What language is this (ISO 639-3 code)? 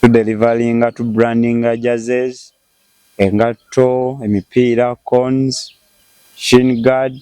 lug